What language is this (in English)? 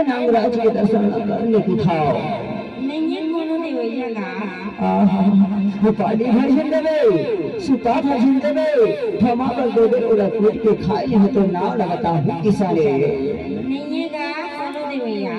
Chhattisgarhi